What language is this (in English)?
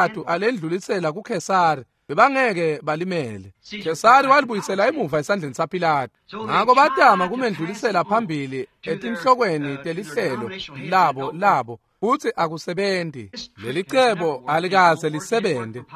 Swati